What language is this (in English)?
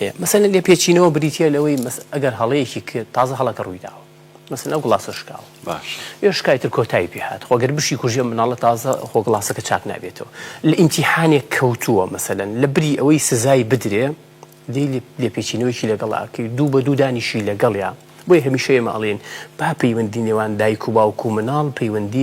Central Kurdish